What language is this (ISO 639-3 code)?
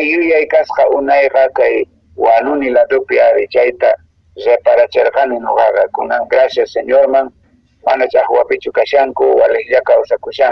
que